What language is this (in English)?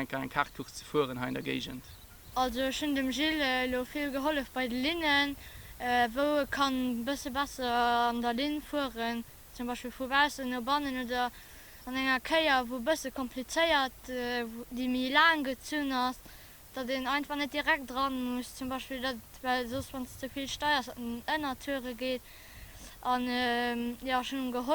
Luxembourgish